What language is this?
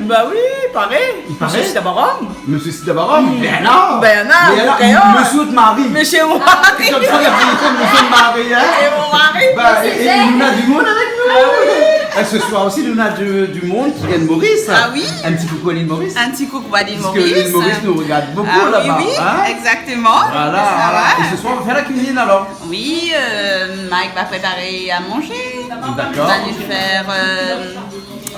Réunion Creole French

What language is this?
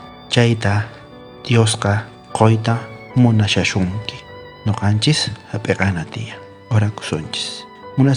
South Bolivian Quechua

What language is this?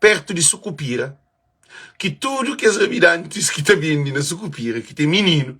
Kabuverdianu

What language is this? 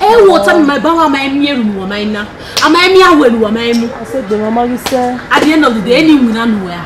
Bini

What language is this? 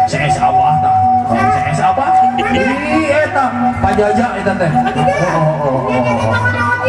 Sundanese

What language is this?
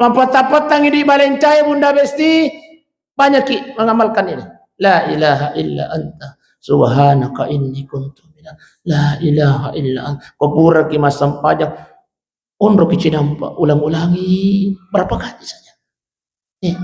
Buginese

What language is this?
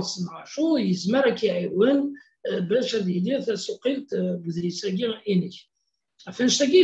Kabyle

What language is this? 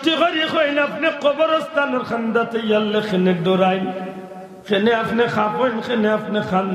Sylheti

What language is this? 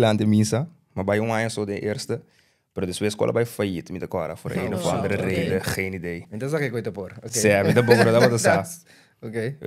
Papiamento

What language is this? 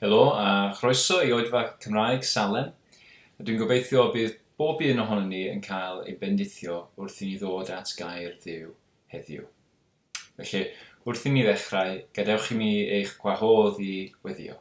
Welsh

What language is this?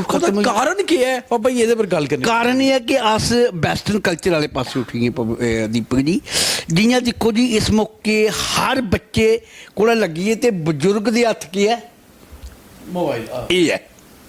Dogri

